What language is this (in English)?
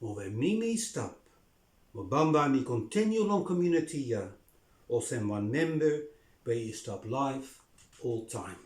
Bislama